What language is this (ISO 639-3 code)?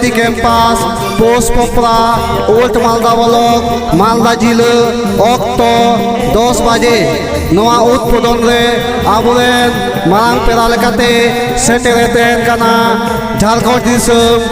sat